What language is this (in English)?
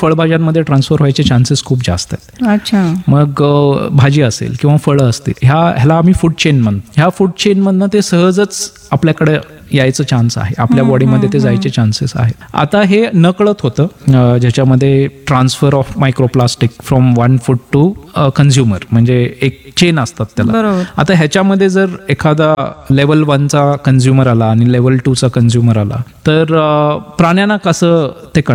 Marathi